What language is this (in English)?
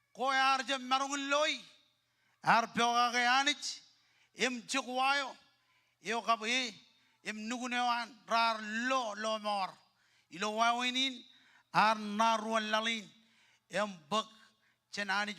Marshallese